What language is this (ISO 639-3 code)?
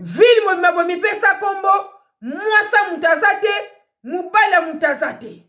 lin